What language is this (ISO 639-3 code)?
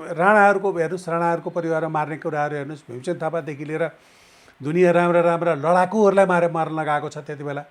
nep